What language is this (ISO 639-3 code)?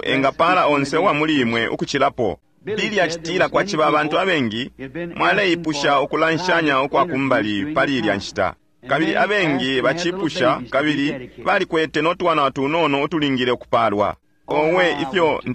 bem